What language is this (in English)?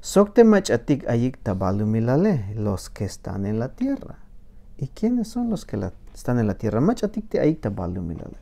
Tzeltal